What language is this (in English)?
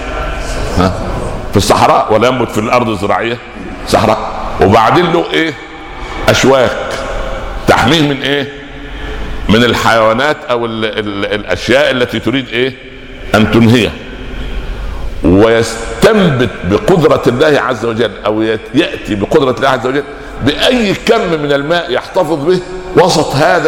Arabic